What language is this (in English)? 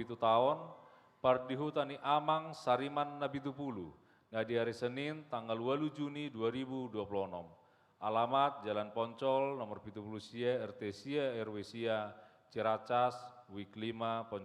Batak Toba